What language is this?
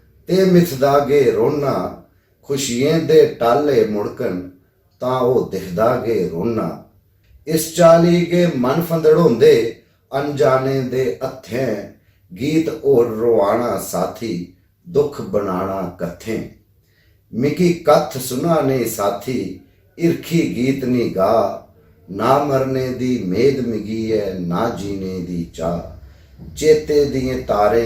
Dogri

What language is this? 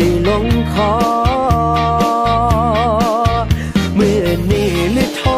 Thai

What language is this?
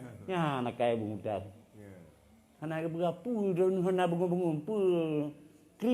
Achinese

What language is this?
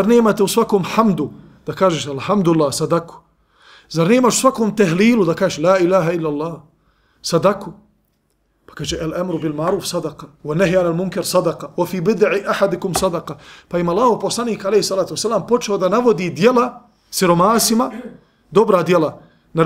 Bosnian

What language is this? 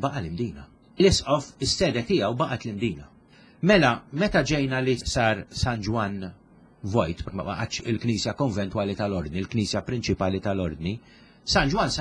Maltese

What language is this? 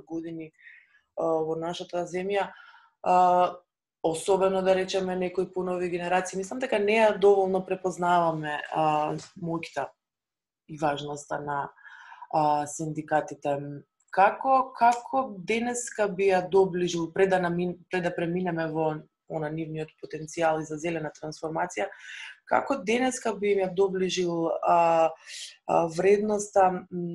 Macedonian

